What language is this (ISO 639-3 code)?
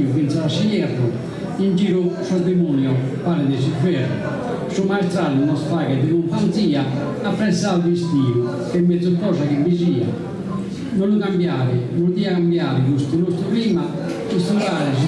srd